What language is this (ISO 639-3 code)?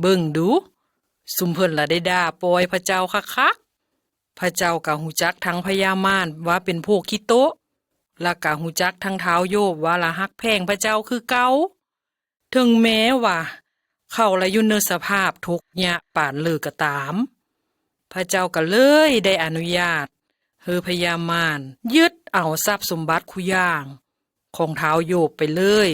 lao